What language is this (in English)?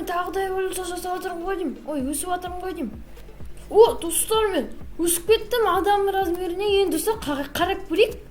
Kazakh